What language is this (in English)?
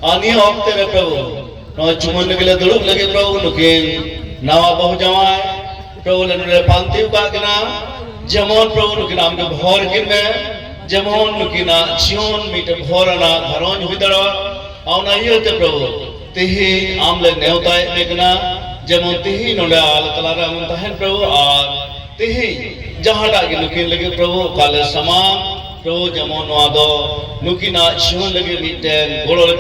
Santali